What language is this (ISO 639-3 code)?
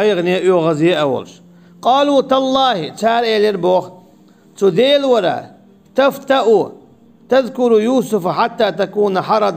che